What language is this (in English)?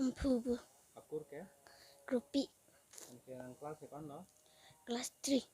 Karbi